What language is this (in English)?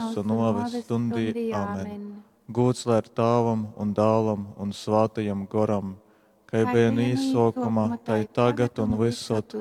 Latgalian